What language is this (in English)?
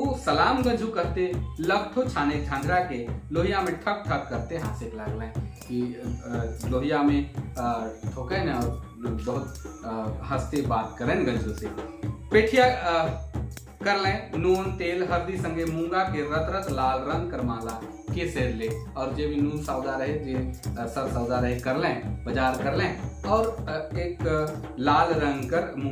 Sadri